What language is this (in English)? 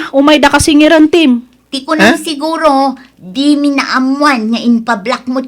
Iloko